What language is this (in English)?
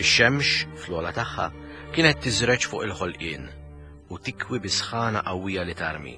Maltese